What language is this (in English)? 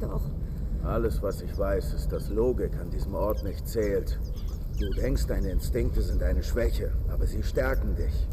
Bavarian